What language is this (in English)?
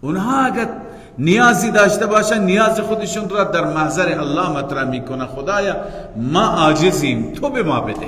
Persian